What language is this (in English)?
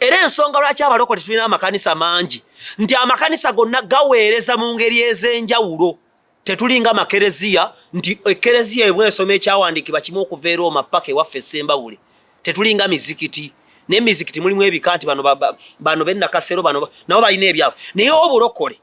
Ganda